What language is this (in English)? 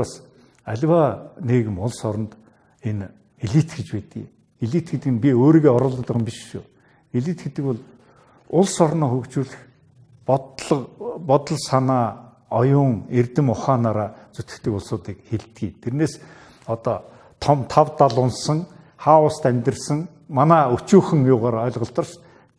Mongolian